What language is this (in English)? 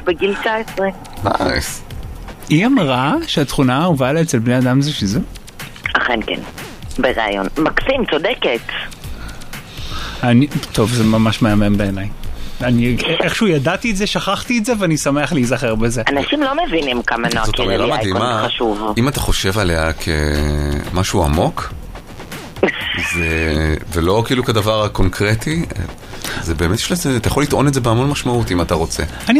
Hebrew